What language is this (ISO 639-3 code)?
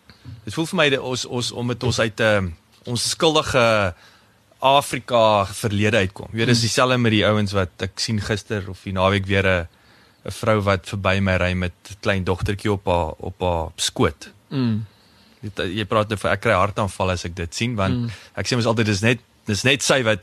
afr